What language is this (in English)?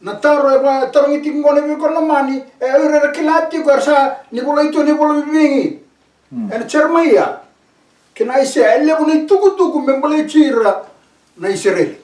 Fijian